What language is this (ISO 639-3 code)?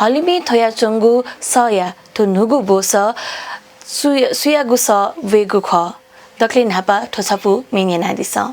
new